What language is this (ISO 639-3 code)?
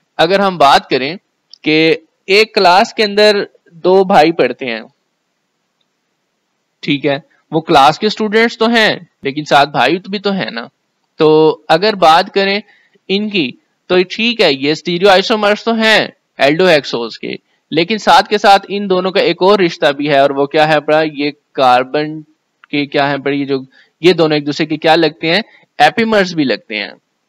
hin